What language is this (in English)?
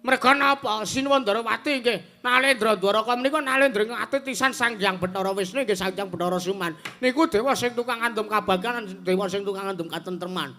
Javanese